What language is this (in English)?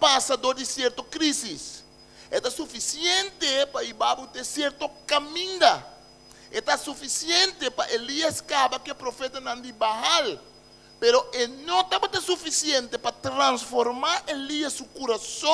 Papiamento